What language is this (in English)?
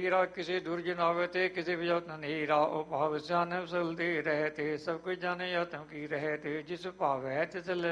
Punjabi